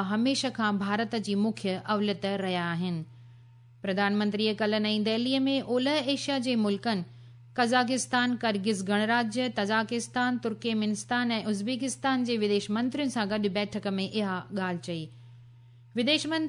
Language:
Sindhi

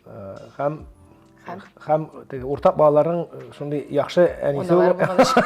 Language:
Tatar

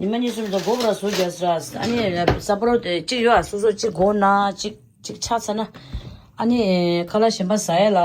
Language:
Tibetan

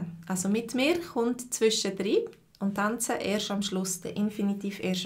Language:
Swiss German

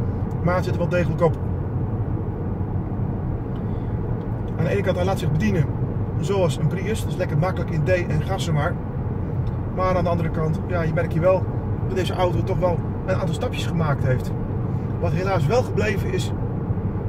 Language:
Dutch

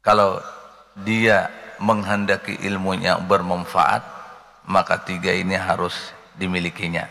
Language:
Banjar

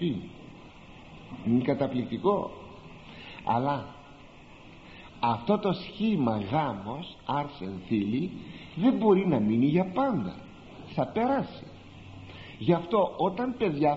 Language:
Greek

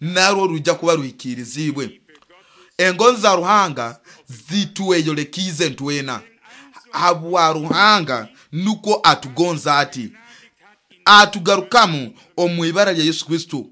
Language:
Nyoro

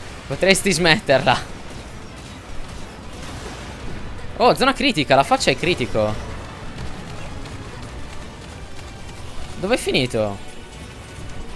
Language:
Italian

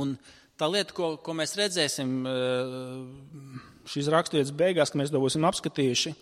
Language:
Latvian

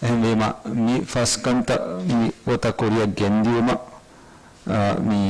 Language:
Divehi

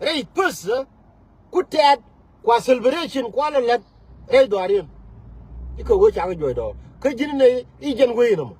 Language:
Nuer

